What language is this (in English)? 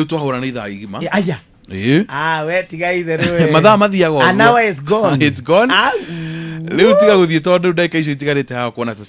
Kikuyu